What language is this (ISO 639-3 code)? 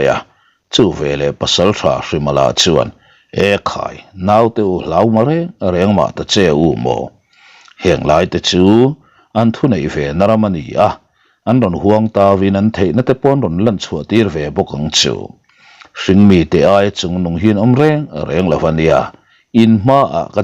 lus